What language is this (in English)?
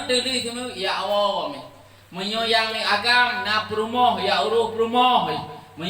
Achinese